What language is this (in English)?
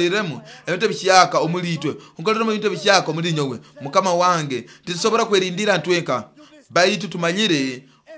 Nyoro